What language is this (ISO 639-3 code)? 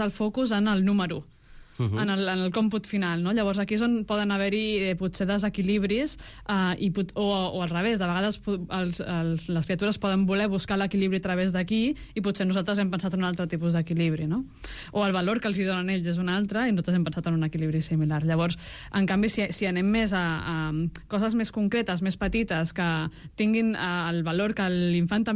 cat